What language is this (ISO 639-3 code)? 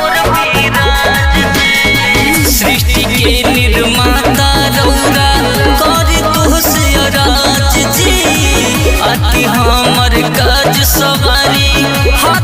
bho